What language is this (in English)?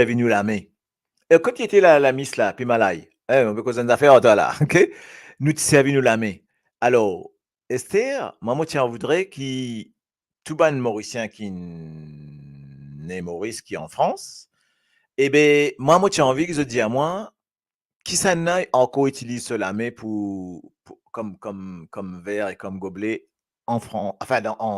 Morisyen